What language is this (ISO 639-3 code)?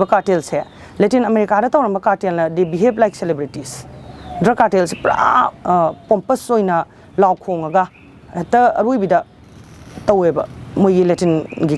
mni